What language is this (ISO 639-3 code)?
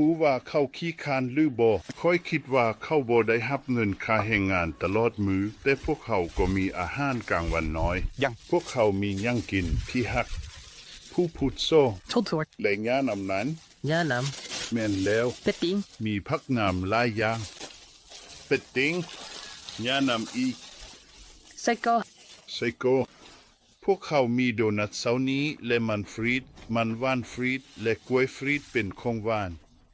lao